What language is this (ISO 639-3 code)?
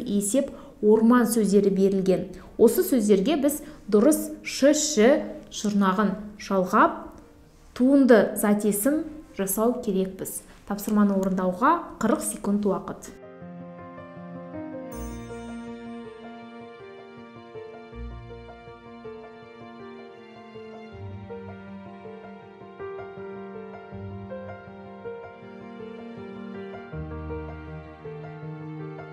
kaz